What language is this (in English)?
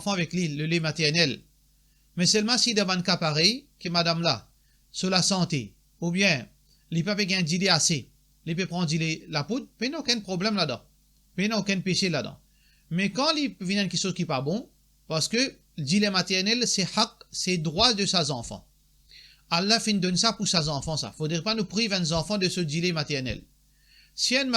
Morisyen